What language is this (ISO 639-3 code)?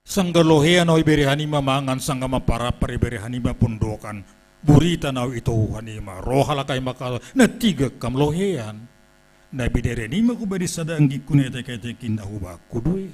bts